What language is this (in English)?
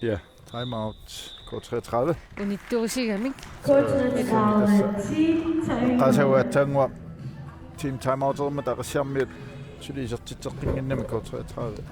Kalaallisut